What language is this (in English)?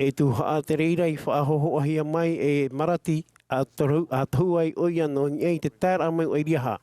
Tahitian